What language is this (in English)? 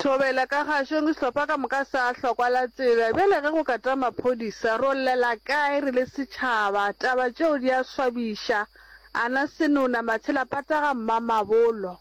Northern Sotho